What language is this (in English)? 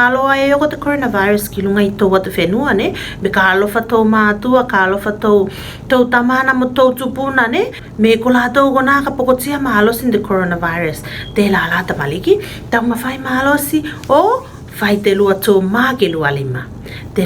Tuvalu